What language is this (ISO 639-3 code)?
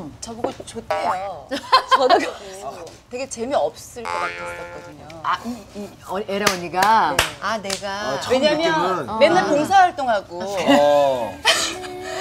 kor